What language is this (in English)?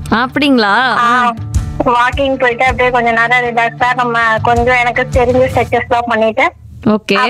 Tamil